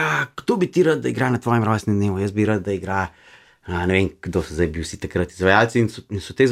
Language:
Slovenian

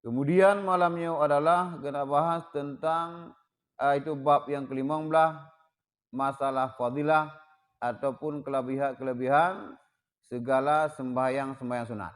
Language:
Achinese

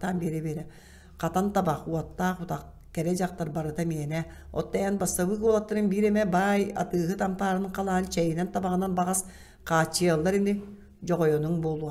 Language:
Yakut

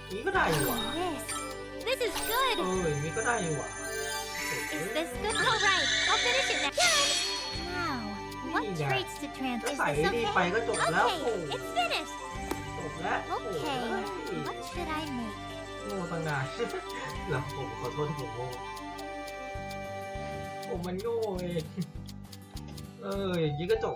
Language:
Thai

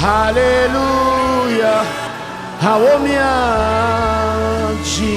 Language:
Ewe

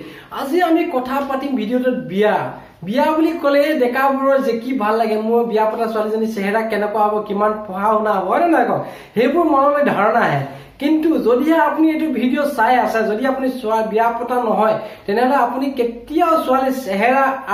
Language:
Assamese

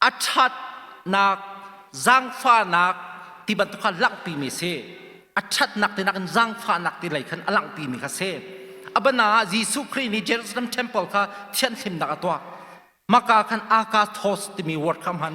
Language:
Hakha Chin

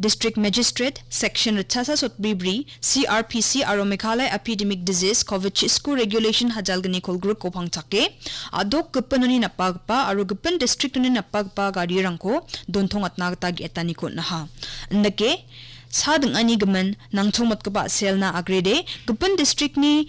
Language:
Garo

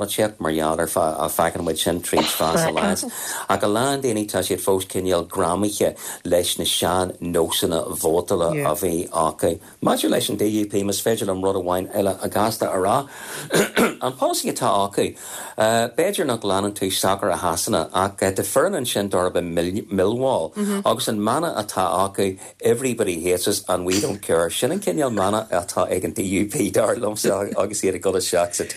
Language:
Irish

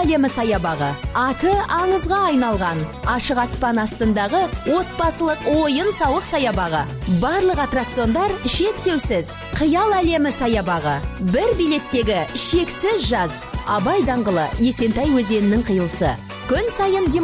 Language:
Kazakh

